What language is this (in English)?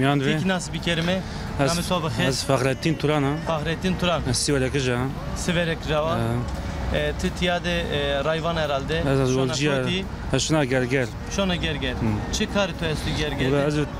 Zaza